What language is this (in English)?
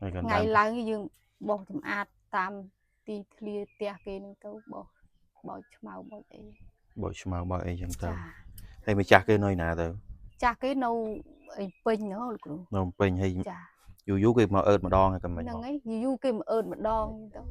Khmer